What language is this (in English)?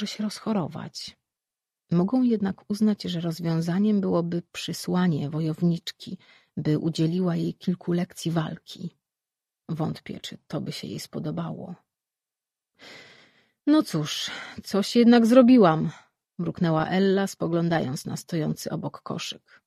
Polish